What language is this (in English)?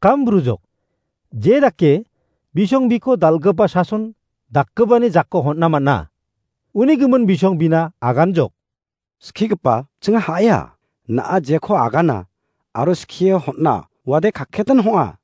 Garo